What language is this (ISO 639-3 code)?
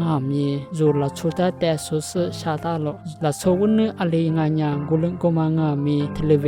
lis